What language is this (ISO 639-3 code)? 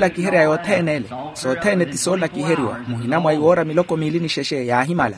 vmw